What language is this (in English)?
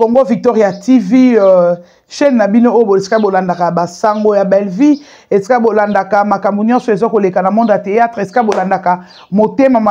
Lingala